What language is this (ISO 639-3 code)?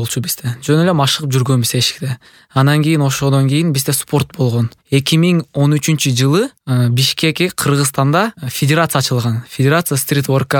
kir